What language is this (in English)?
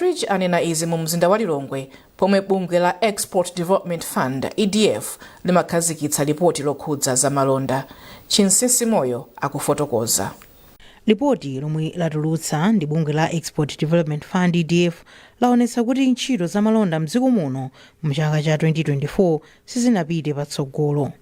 Nyanja